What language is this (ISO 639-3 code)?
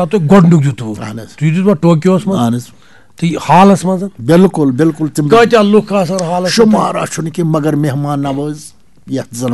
kas